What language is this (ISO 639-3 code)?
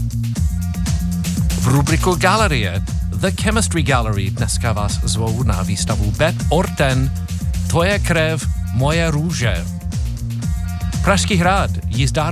ces